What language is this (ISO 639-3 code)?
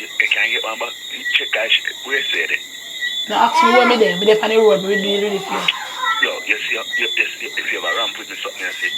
jam